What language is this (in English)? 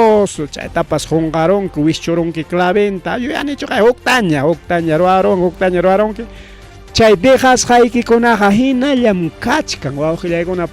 Ayacucho Quechua